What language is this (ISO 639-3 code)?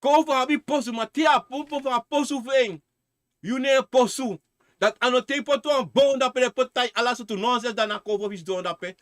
srn